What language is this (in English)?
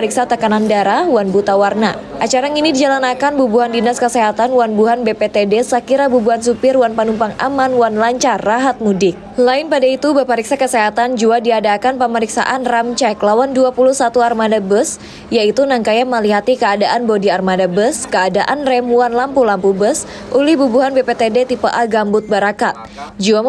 Banjar